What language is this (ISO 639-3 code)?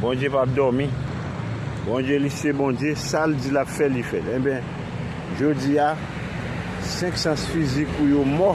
hat